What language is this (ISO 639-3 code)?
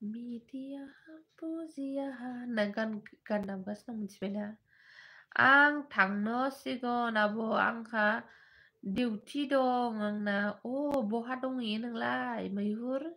brx